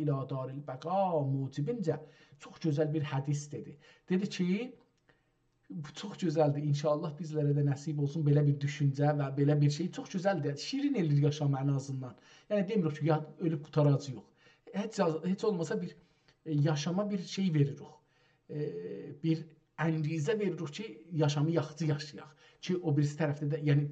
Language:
South Azerbaijani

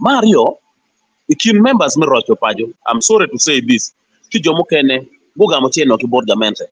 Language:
Acoli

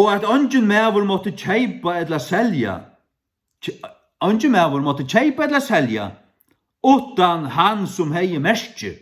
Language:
Faroese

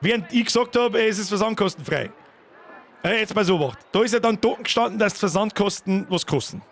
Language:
Bavarian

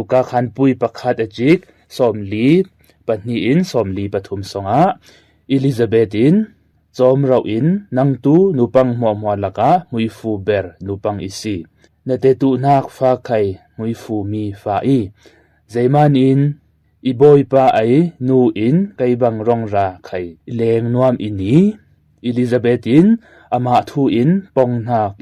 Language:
Falam Chin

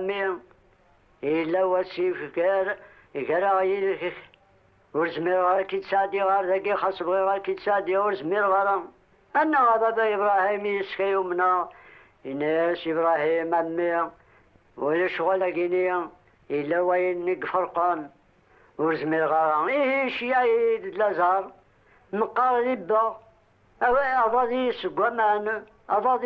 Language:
Kabyle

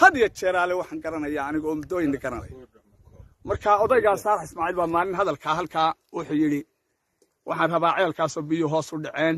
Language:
Somali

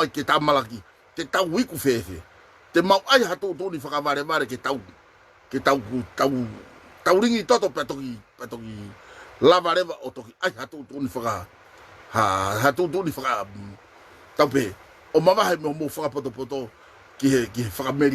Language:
Tongan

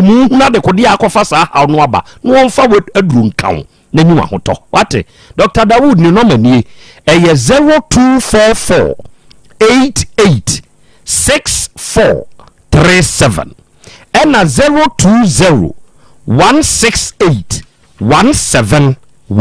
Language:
Akan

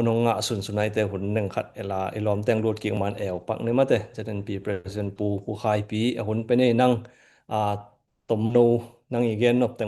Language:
Tedim Chin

